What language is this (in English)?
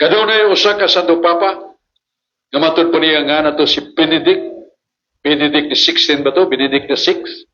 Cebuano